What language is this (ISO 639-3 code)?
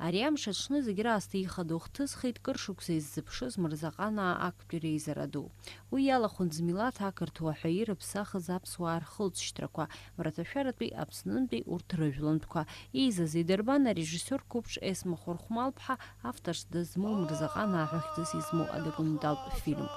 abk